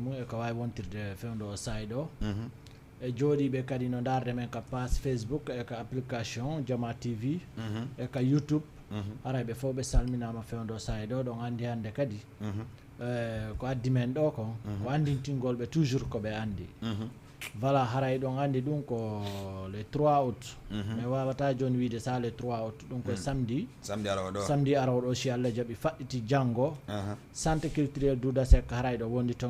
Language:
Fula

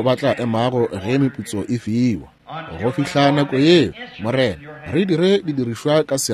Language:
Northern Sotho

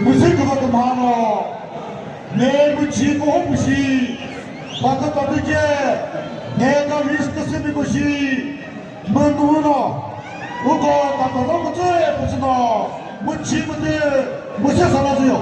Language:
Chokri Naga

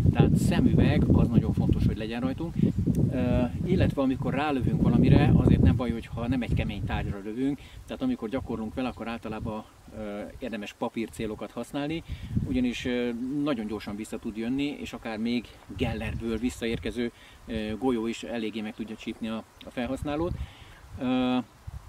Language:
Hungarian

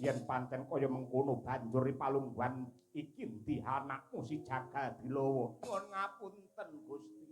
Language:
Javanese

